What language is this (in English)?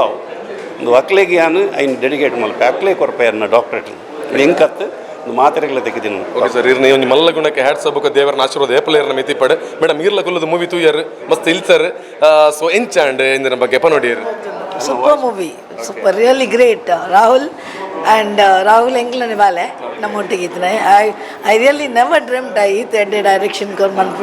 Tulu